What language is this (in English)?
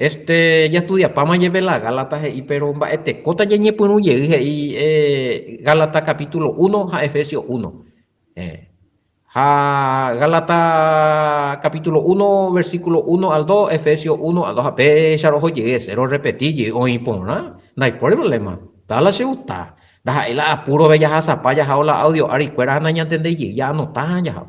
Guarani